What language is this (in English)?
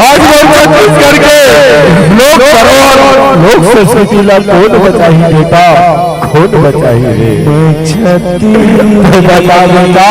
Chhattisgarhi